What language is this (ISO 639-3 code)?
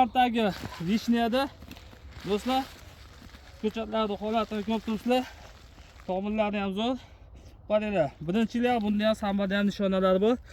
uzb